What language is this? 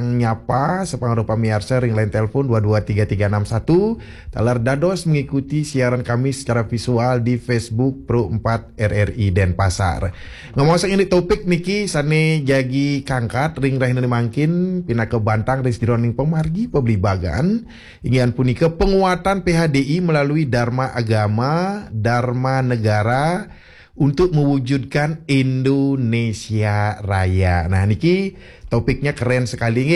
Balinese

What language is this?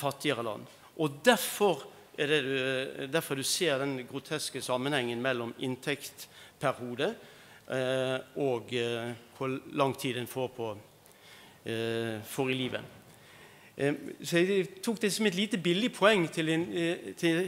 Norwegian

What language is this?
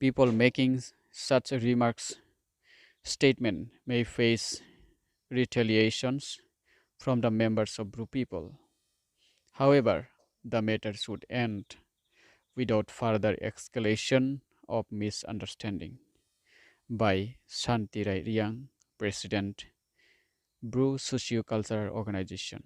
Riang (India)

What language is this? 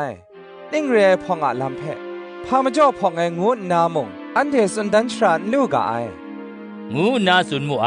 Kachin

